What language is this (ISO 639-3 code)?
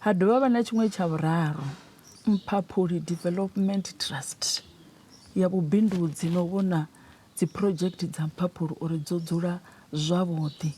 ven